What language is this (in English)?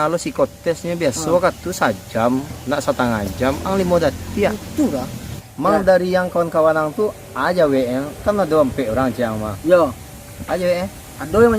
Minangkabau